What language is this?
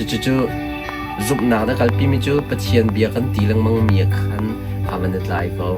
Hakha Chin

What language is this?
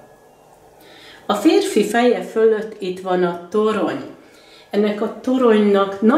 Hungarian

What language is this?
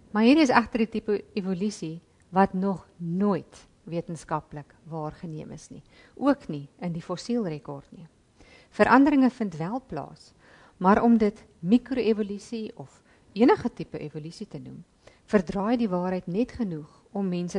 Afrikaans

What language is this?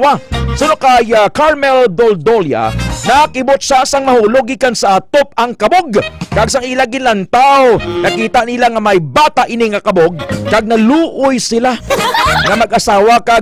Hiligaynon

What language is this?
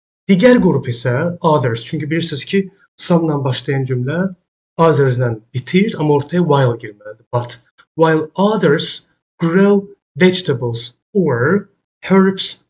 Azerbaijani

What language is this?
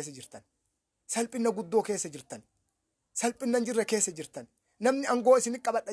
Oromo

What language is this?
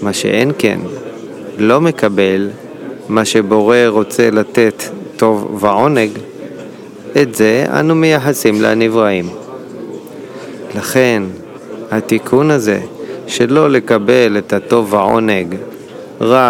Hebrew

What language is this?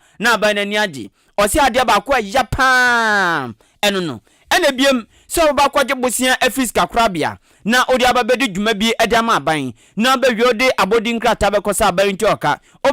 Akan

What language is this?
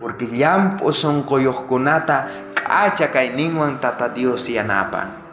South Bolivian Quechua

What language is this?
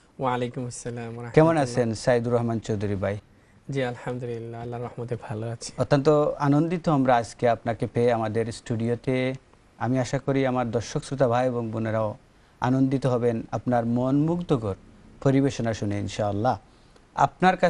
Bangla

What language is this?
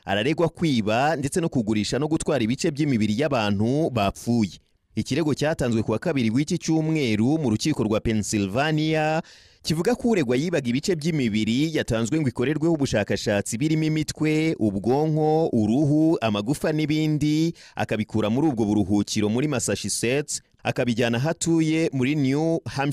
Kinyarwanda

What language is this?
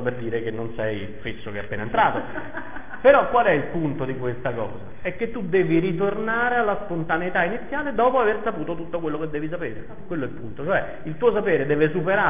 Italian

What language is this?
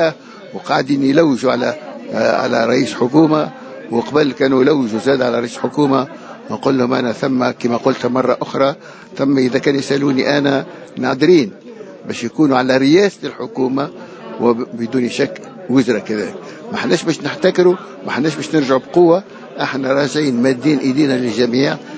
Tunisian Arabic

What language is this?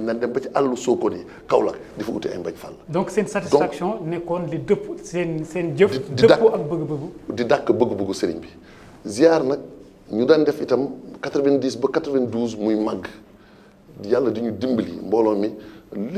Wolof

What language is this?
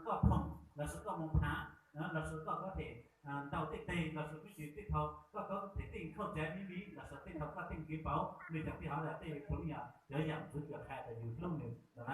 Hmong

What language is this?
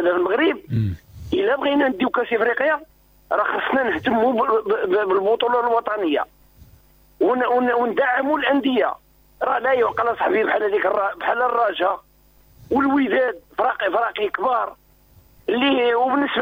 Moroccan Arabic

